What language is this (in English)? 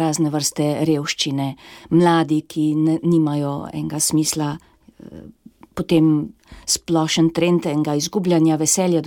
Slovenian